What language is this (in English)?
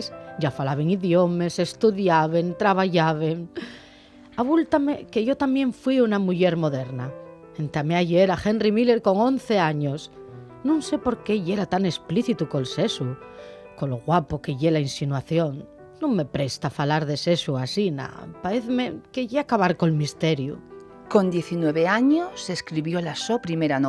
Asturian